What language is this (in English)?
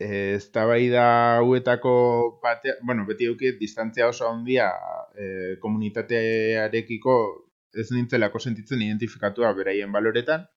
Basque